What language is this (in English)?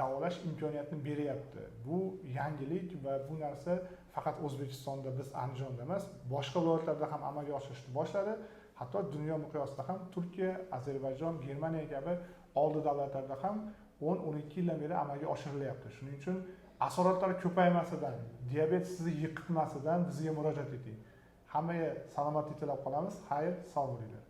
Uzbek